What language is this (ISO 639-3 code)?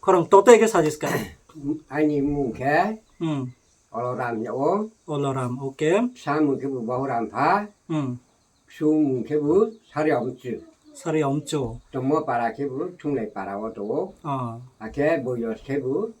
ria